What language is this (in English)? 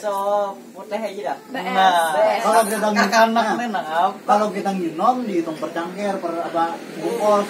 Banjar